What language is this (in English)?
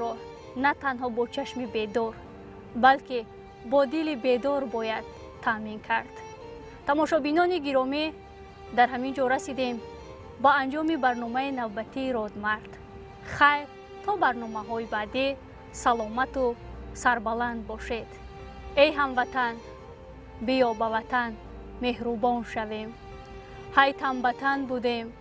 Tajik